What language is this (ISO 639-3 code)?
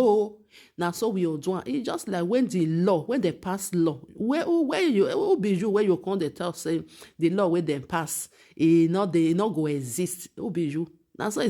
pcm